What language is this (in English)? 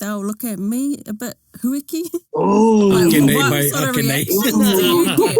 Māori